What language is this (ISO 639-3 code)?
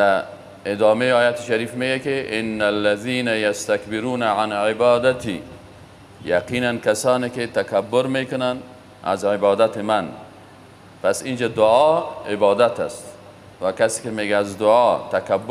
fas